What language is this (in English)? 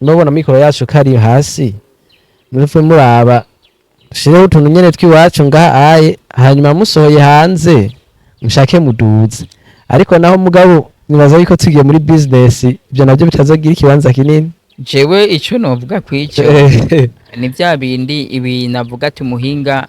Rundi